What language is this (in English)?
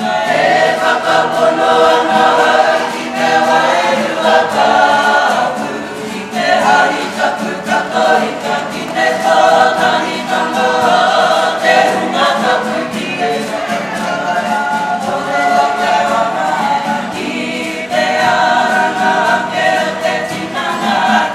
Māori